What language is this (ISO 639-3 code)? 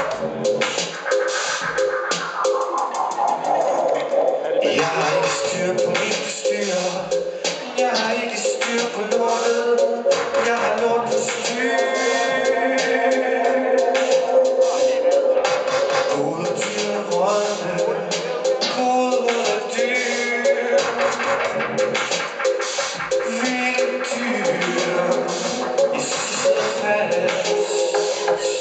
dan